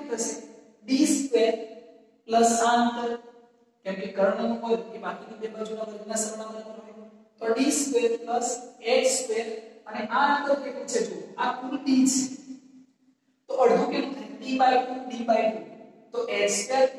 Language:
Gujarati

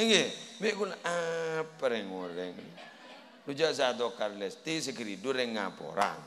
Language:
Madurese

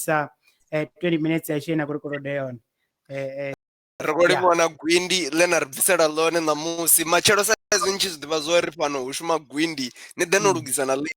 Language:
Venda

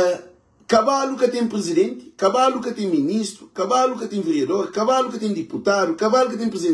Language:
Kabuverdianu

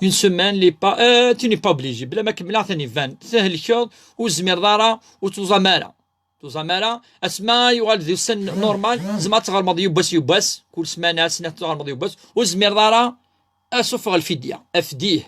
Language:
Kabyle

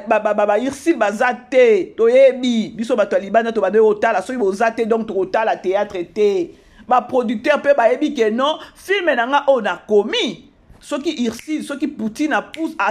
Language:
Lingala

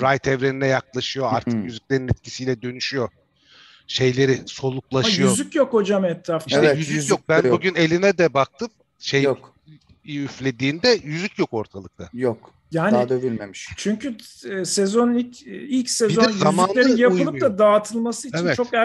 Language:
Turkish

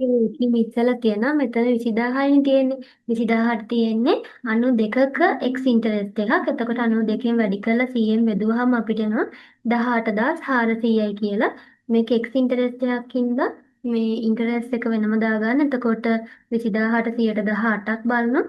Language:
Sinhala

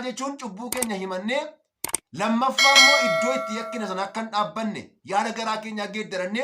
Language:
Oromo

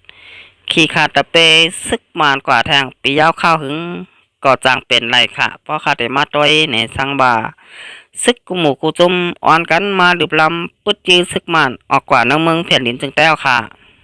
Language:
Shan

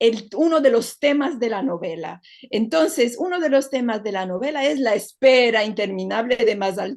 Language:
Ladino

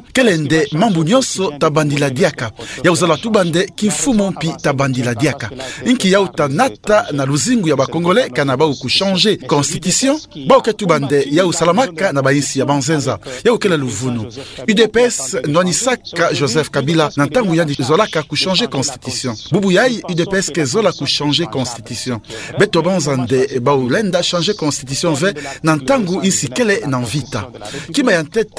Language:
Kituba (Democratic Republic of Congo)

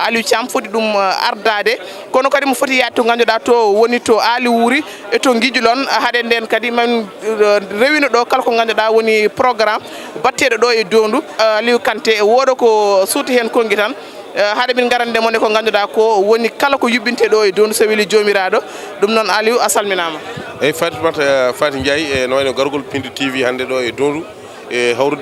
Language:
Fula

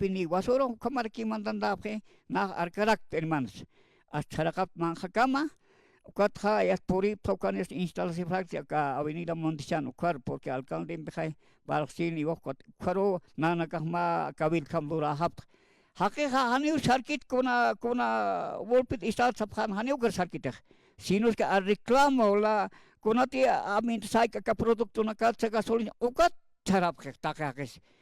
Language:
Aymara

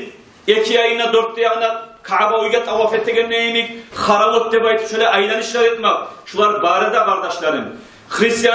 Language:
Kumyk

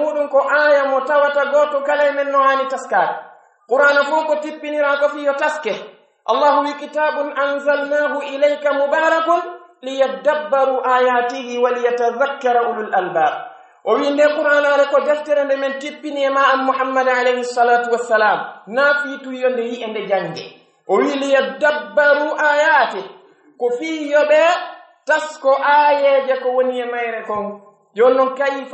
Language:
Pular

